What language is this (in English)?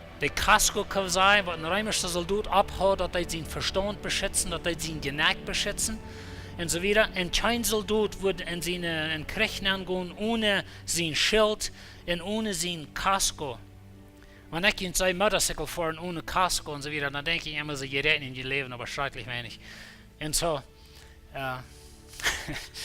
Plautdietsch